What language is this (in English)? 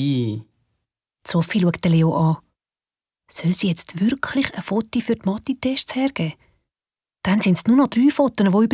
Swiss German